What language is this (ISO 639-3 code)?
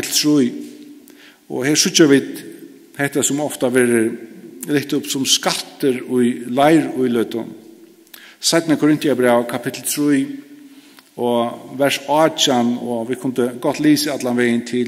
fao